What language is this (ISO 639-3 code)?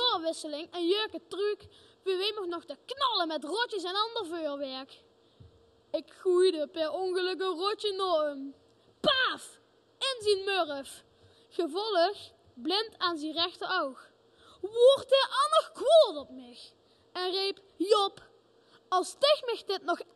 lim